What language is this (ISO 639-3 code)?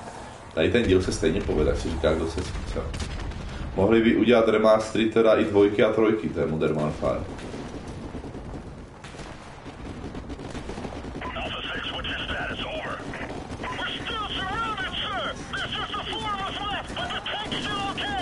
ces